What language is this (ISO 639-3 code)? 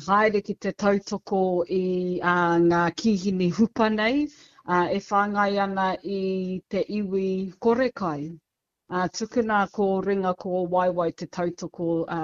mri